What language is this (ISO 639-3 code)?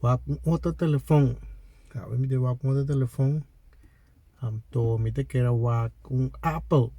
pap